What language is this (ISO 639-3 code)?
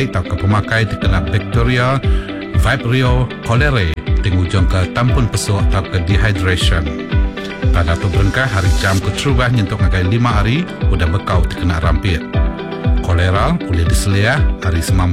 iba